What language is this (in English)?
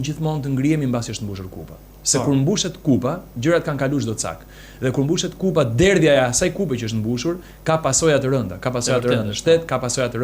Albanian